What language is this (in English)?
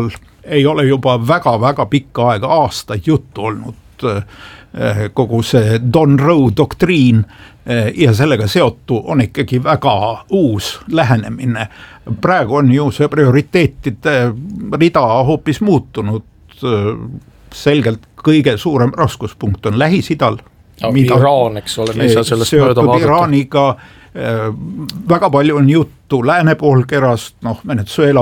Estonian